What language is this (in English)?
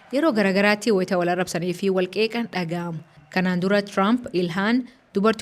Oromo